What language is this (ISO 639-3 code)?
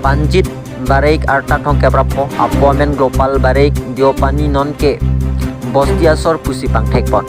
mjw